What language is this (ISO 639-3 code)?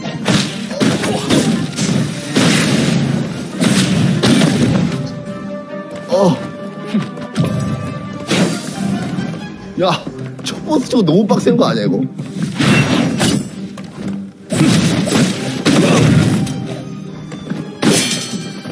kor